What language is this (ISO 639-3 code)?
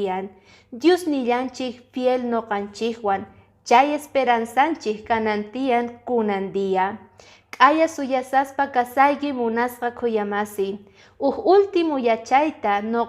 que